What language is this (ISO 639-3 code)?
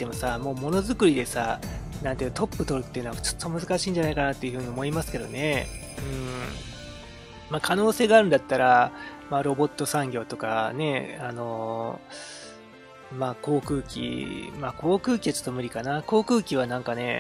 jpn